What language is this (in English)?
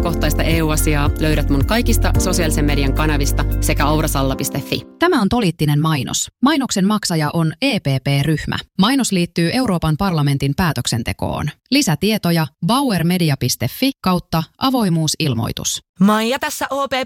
Finnish